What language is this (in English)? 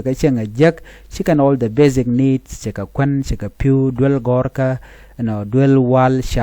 Nuer